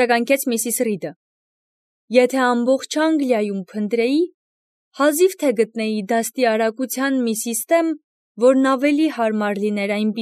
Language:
Armenian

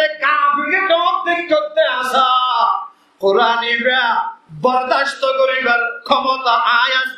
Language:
Rohingya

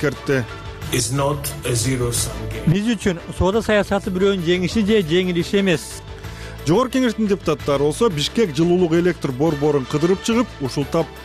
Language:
Kyrgyz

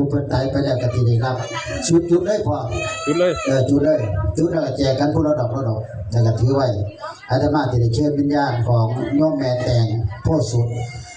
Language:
Northeastern Thai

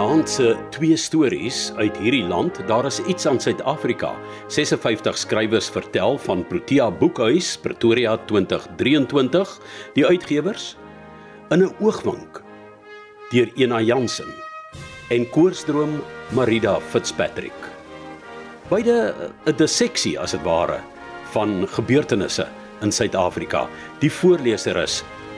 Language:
Afrikaans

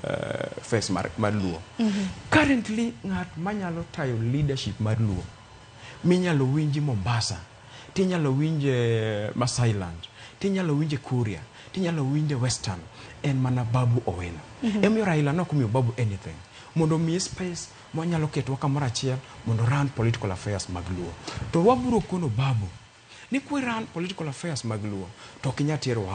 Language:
Luo (Kenya and Tanzania)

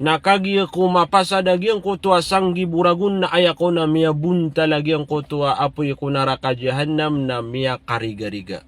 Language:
Maranao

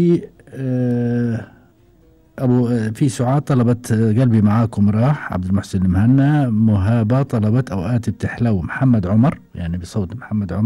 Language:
Gulf Arabic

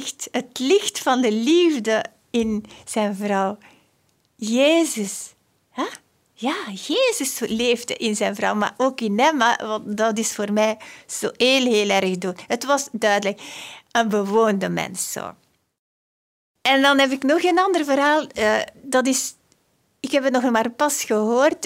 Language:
Dutch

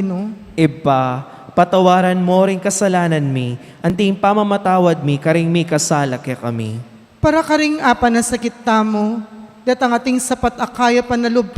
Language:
Pampanga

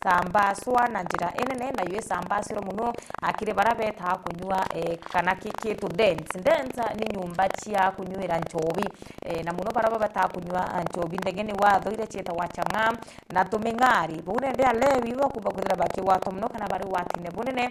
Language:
Meru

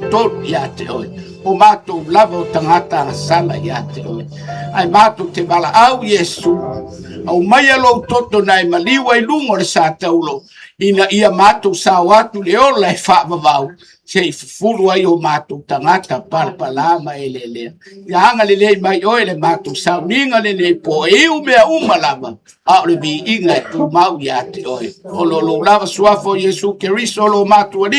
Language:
Samoan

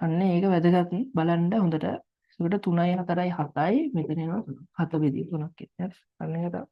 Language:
Sinhala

